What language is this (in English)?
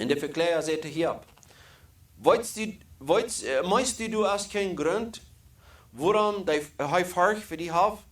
Plautdietsch